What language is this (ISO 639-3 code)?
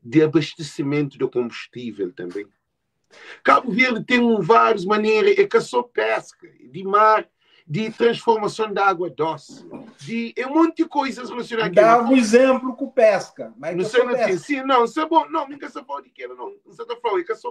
kea